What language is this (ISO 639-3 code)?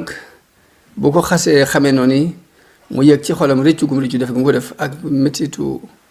wol